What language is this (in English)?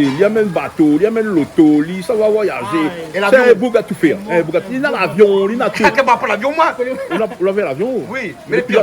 Réunion Creole French